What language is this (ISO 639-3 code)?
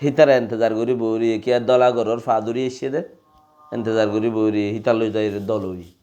rhg